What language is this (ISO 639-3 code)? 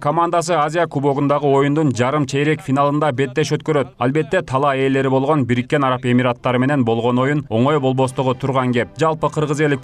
kir